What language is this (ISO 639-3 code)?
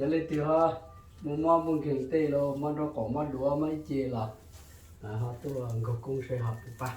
hmn